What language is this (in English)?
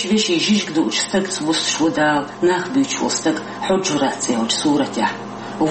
Chechen